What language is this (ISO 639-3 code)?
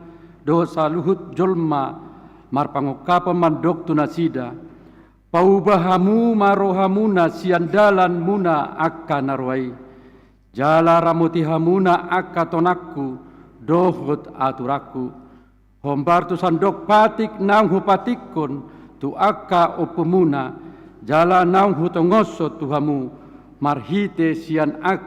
bbc